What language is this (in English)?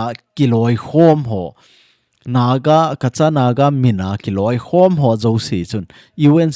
Thado Chin